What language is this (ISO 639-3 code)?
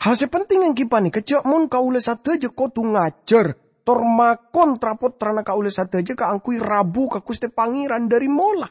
mad